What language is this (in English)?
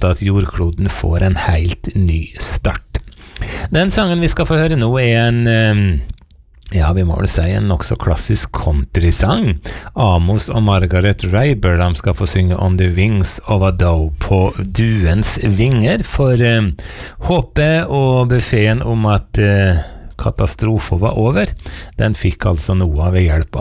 Norwegian